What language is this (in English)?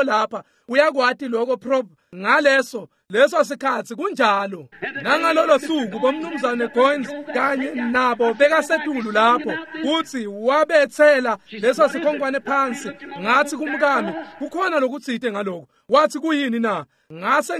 Swati